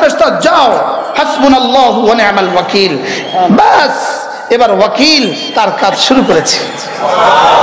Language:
Bangla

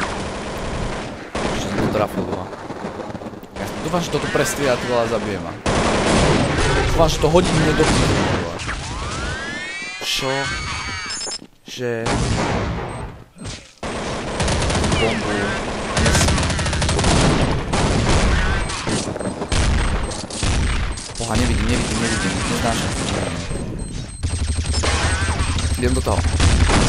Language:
Slovak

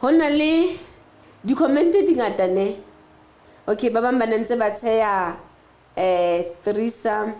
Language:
Southern Sotho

